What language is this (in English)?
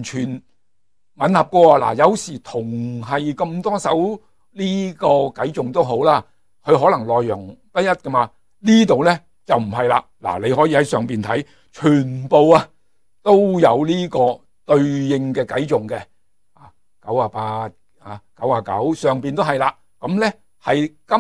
Cantonese